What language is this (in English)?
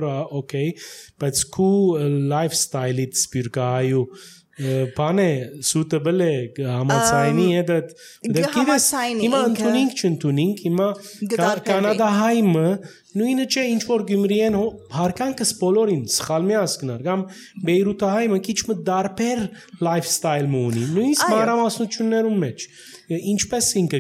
Armenian